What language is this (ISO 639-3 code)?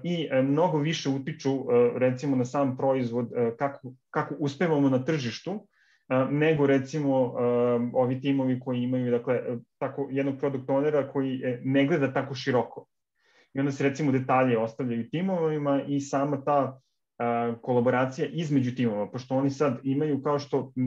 srp